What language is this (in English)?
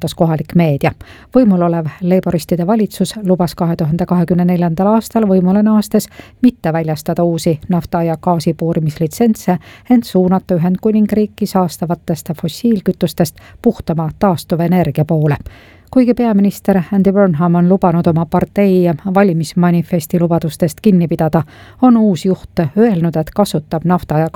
Estonian